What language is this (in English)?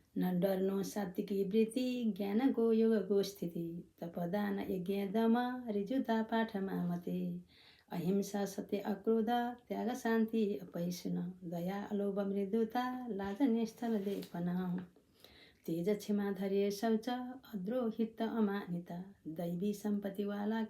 Nepali